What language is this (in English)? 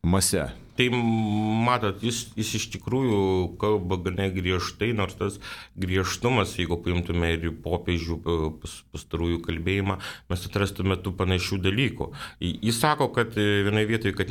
Lithuanian